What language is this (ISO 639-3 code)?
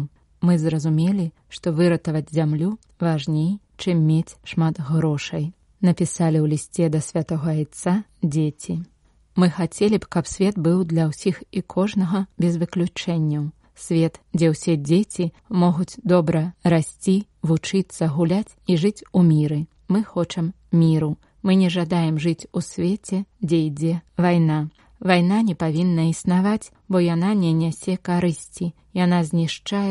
bel